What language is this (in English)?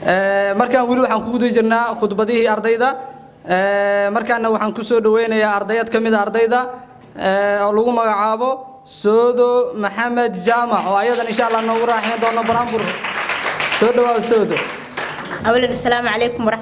Somali